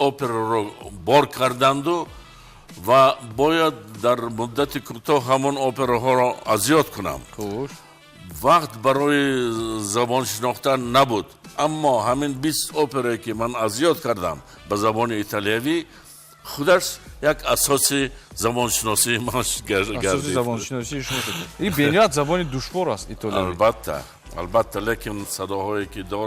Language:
Tajik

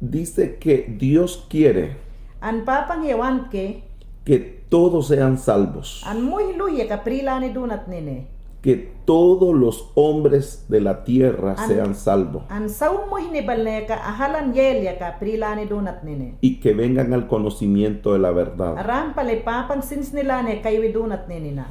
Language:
Mayangna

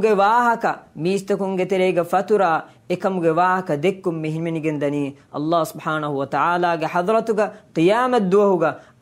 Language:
Divehi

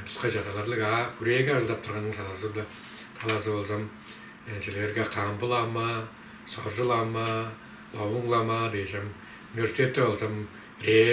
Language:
Tuvinian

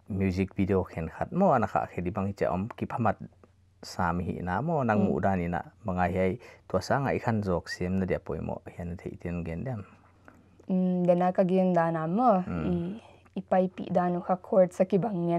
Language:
Paite Chin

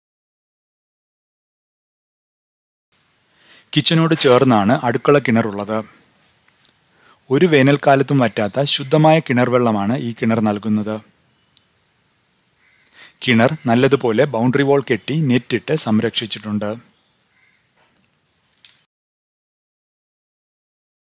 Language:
Malayalam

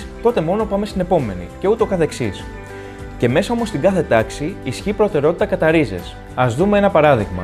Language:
Greek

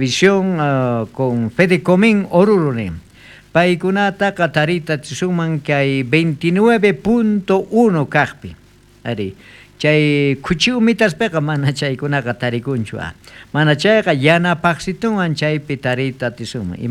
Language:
South Bolivian Quechua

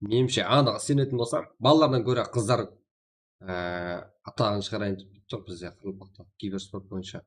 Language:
Kara-Kalpak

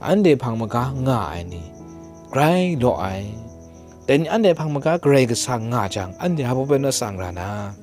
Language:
Kachin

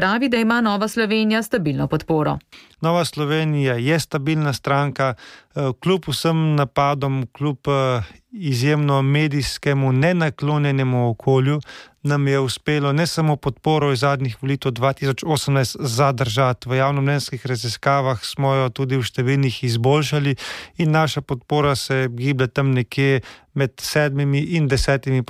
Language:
Slovenian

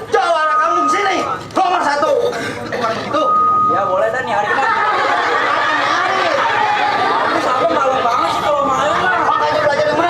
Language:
Betawi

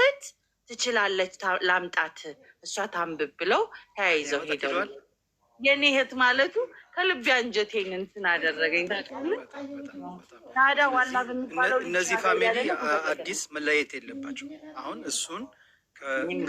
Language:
Amharic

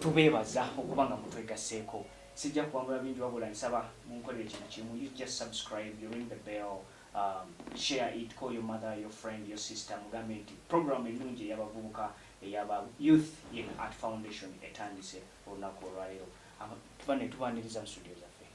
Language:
Ganda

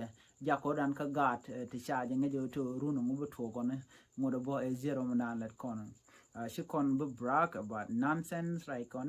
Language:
Nuer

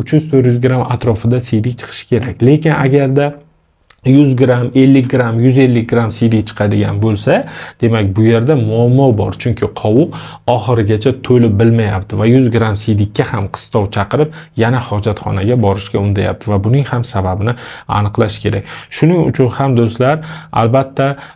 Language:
Uzbek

